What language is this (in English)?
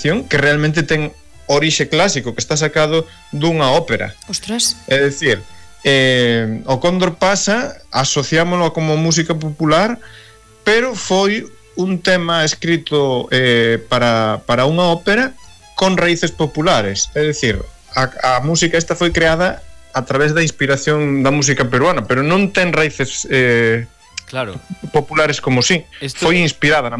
Galician